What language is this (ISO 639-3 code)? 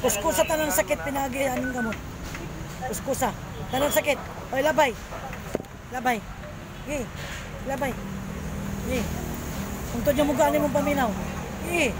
ceb